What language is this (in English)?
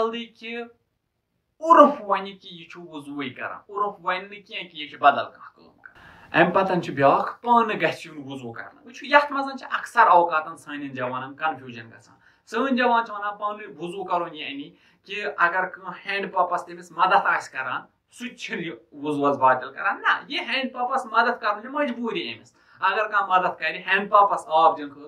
Kashmiri